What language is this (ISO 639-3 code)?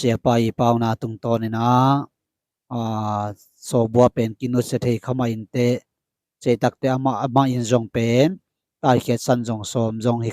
ctd